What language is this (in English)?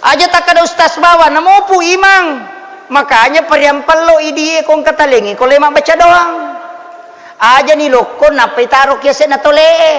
Buginese